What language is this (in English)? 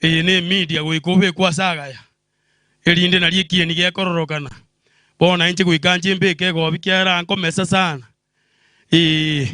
Gusii